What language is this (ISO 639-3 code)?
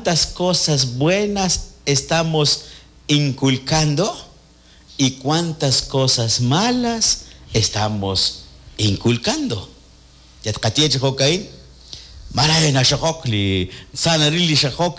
kek